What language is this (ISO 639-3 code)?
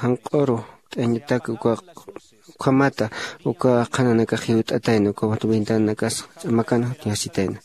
aym